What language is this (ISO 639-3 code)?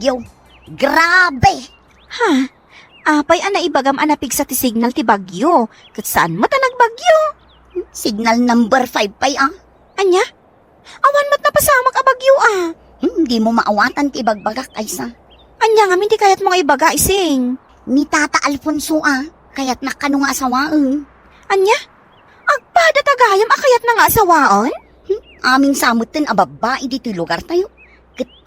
ilo